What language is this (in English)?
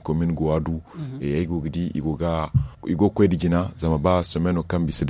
Zarma